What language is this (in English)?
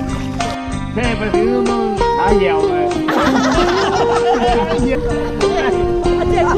Thai